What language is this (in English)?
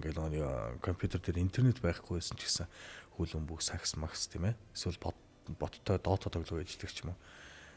Mongolian